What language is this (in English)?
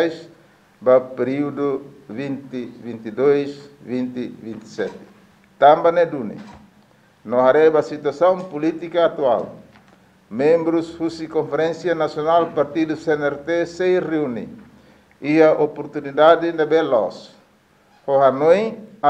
Tetum